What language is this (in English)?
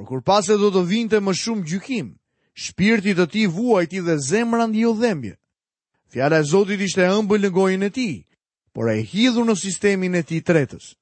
Albanian